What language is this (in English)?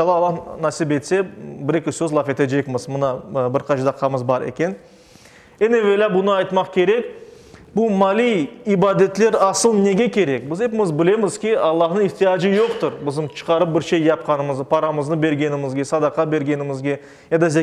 Crimean Tatar